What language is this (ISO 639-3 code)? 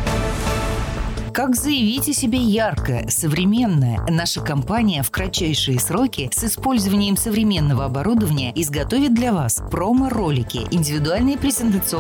rus